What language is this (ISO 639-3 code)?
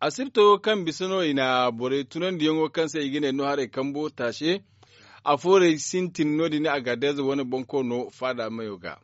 dje